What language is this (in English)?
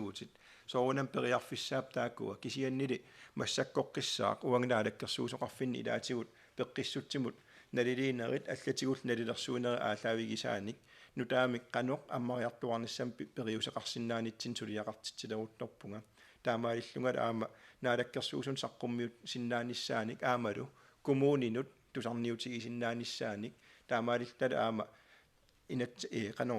Kalaallisut